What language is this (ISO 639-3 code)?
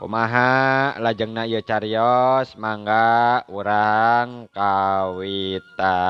sun